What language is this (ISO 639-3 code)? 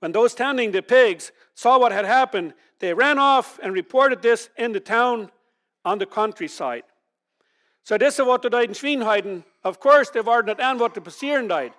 pdt